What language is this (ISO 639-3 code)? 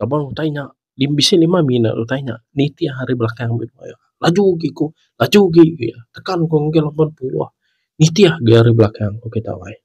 iba